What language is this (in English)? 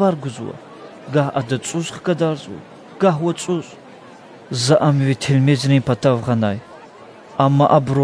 Lezghian